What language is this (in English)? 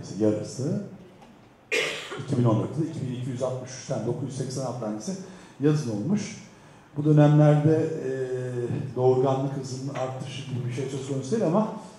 Turkish